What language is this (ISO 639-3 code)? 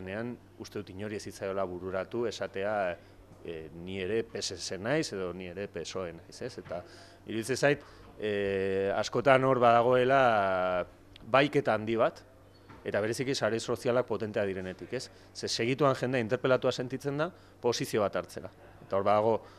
eus